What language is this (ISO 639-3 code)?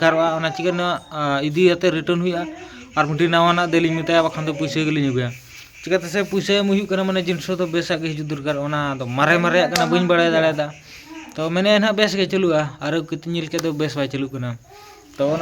sat